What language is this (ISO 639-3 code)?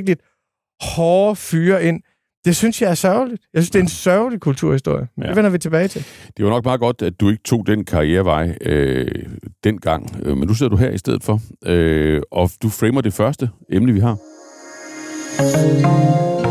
dan